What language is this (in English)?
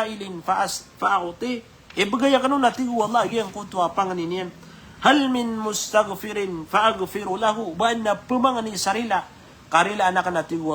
Maranao